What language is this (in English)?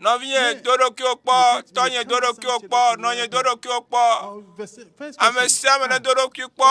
Ewe